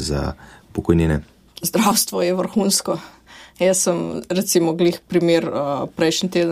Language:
Slovenian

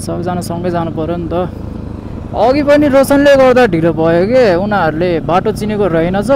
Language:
Nepali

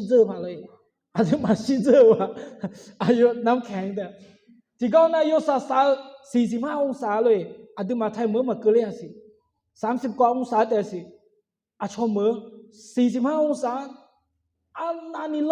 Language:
Akha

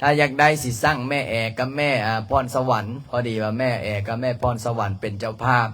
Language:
Lao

